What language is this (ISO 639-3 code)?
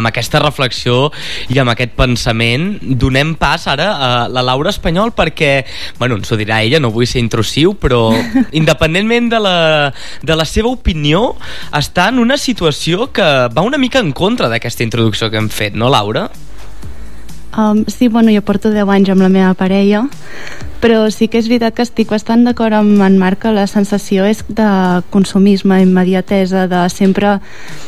cat